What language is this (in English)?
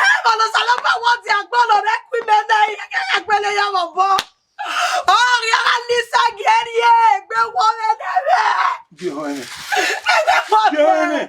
Bini